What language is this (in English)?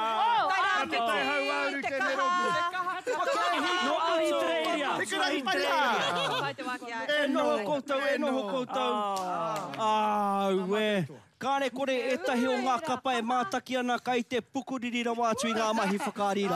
Māori